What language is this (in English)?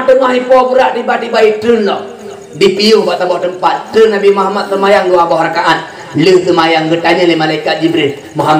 Achinese